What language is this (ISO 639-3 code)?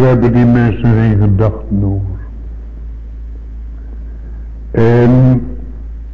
nld